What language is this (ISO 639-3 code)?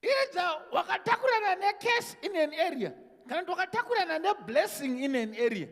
sna